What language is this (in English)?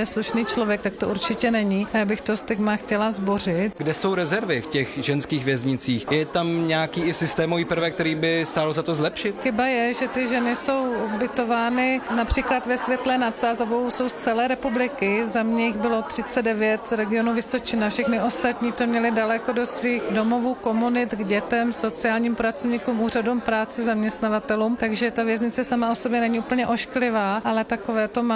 Czech